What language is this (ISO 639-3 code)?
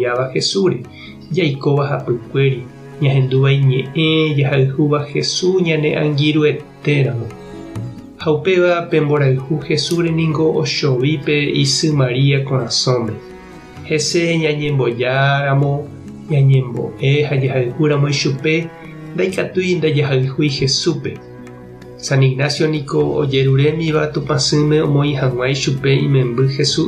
grn